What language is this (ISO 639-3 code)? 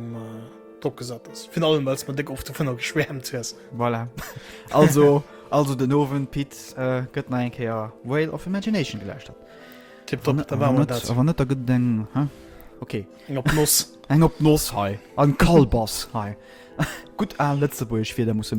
ltz